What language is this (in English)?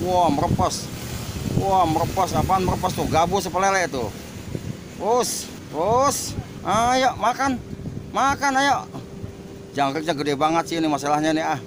Betawi